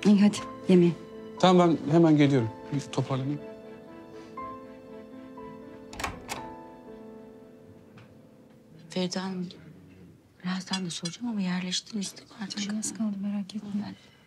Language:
Turkish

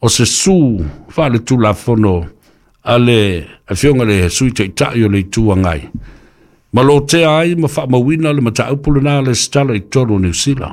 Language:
Samoan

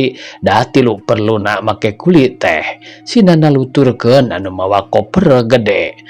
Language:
Sundanese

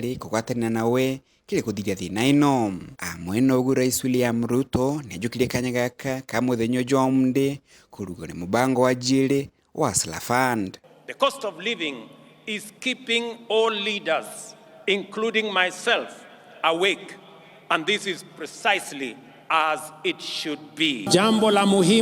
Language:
Meru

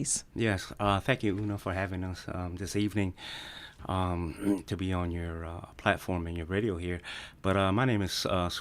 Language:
Fijian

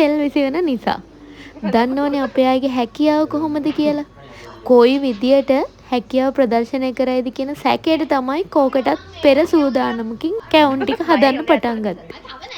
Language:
Sinhala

